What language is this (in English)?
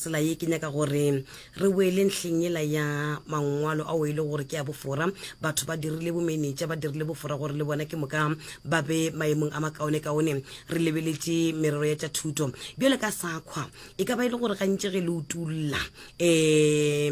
Northern Sotho